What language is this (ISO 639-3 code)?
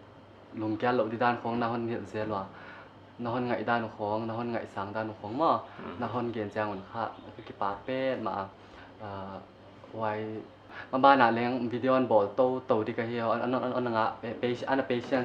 pck